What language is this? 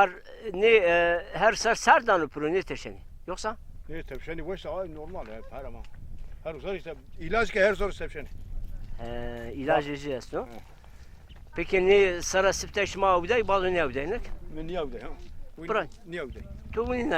Zaza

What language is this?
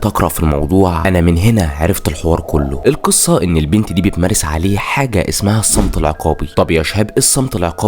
Egyptian Arabic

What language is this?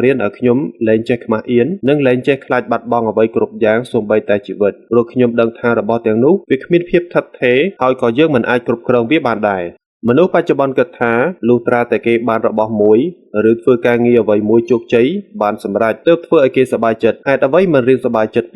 Khmer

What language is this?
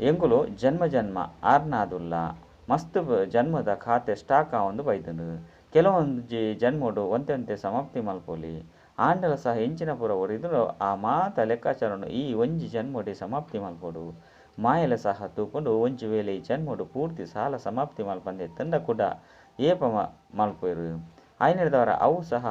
Tulu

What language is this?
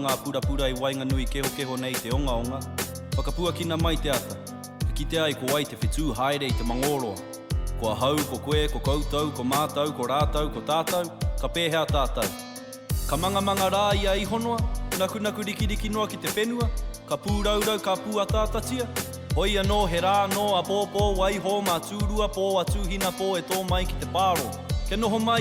Māori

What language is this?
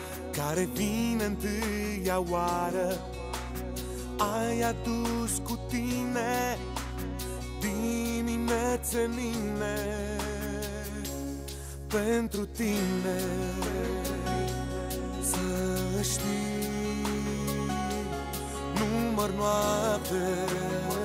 Romanian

